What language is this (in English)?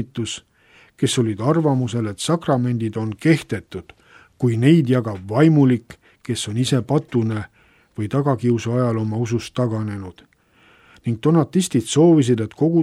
Estonian